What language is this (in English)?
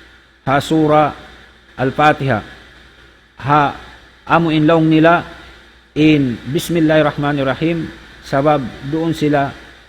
Tausug